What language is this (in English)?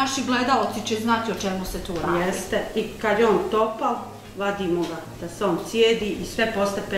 Bosnian